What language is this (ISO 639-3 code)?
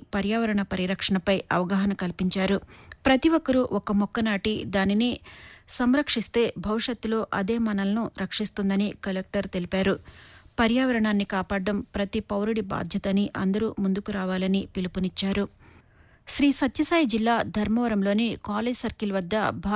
tel